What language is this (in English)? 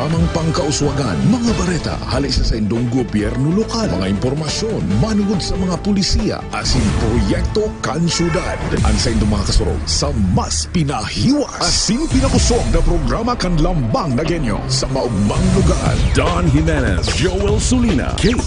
Bikol